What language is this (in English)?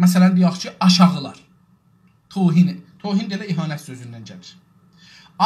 South Azerbaijani